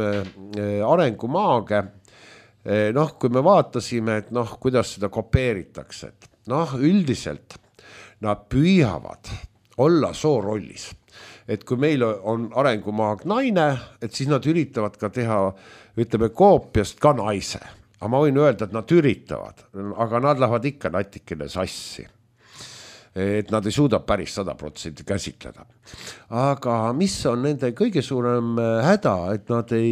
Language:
Estonian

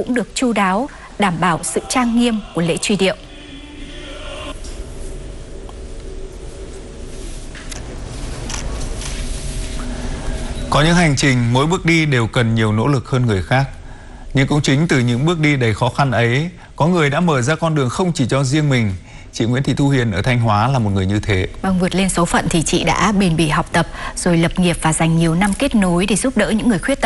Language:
Vietnamese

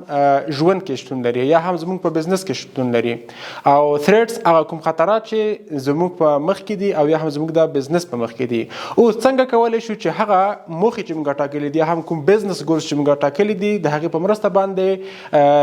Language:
Pashto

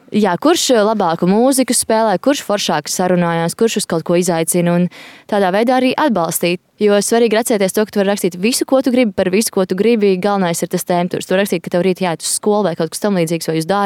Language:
Latvian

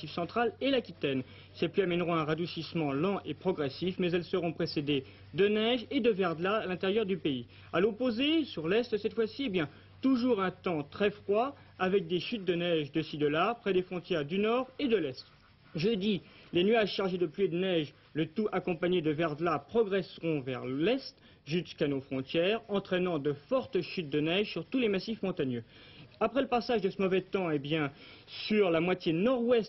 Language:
French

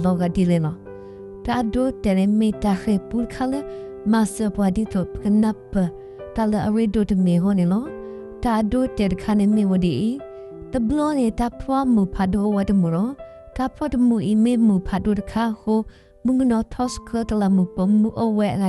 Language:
S'gaw Karen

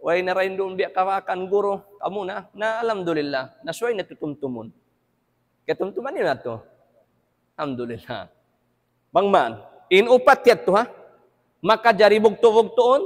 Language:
Tausug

